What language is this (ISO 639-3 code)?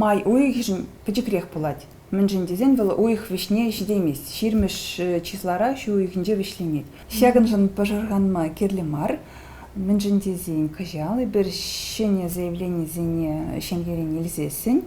chv